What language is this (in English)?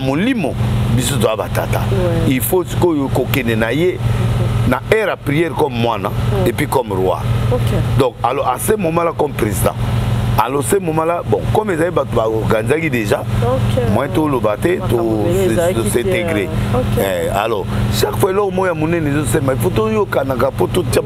Lingala